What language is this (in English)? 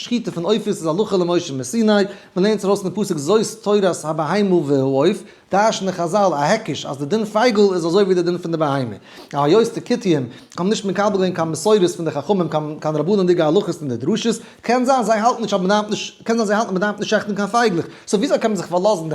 Yiddish